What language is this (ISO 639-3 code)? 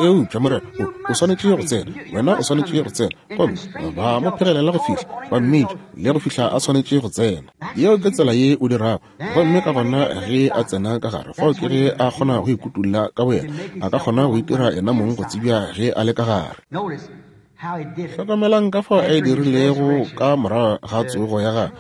nso